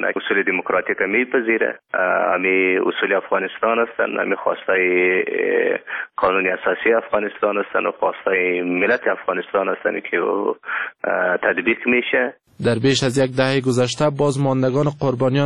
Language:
Persian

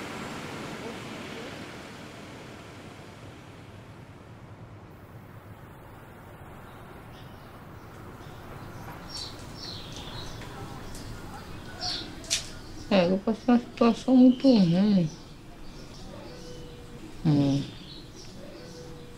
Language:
Portuguese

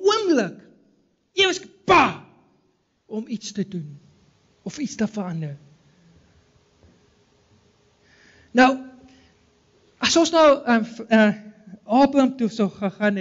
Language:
Afrikaans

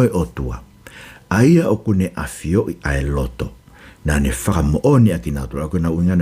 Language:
Tongan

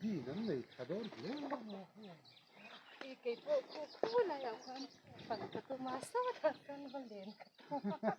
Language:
Mizo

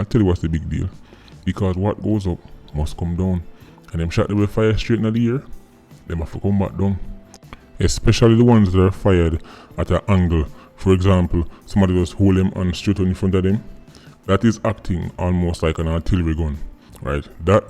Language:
Jamaican Creole English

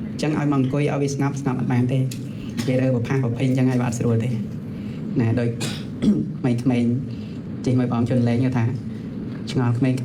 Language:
Khmer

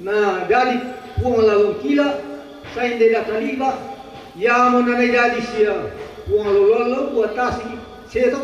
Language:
Toraja-Sa'dan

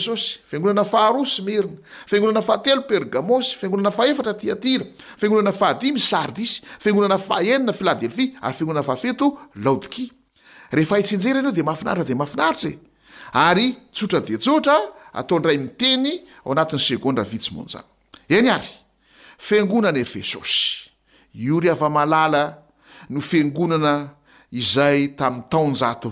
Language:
Malagasy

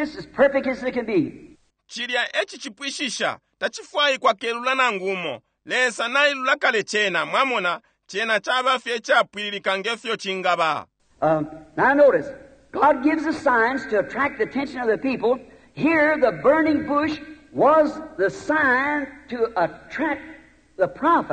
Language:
Bemba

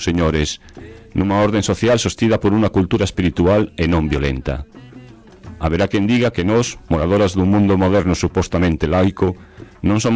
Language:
Galician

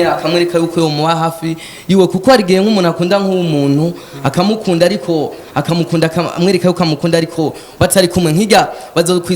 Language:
Rundi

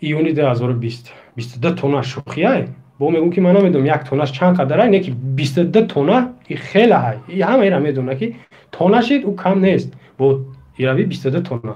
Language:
Tajik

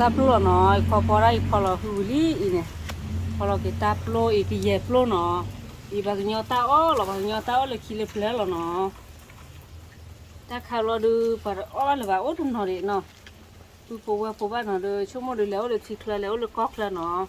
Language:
S'gaw Karen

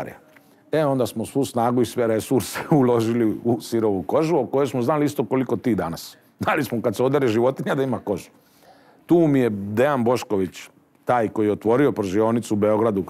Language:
Serbian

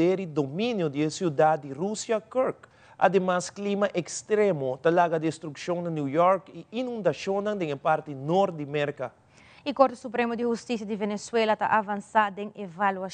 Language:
Papiamento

